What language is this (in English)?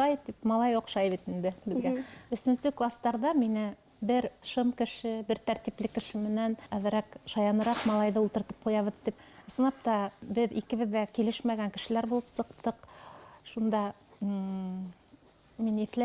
Bashkir